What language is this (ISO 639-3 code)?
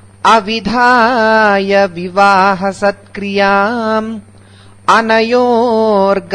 san